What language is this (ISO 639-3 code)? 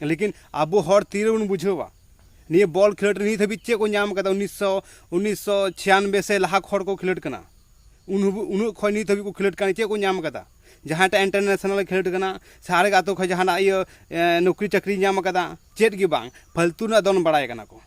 sat